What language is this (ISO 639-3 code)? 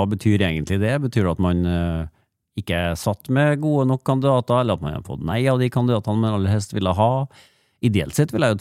nor